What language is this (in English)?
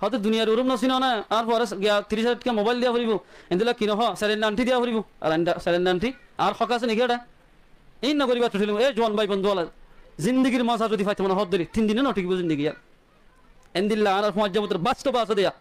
Rohingya